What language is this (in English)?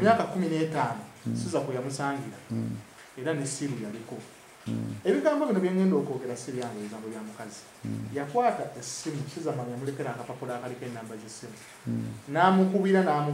Ganda